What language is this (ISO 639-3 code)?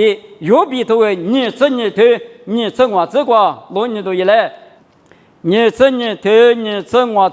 lis